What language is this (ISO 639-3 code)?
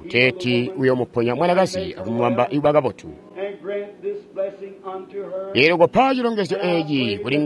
toi